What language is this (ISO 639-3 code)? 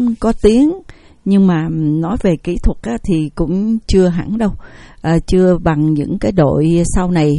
vie